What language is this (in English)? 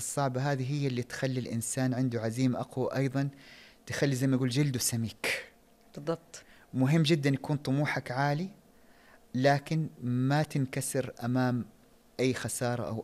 Najdi Arabic